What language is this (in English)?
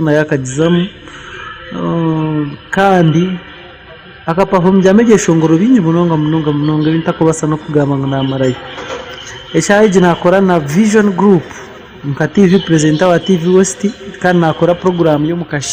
Nyankole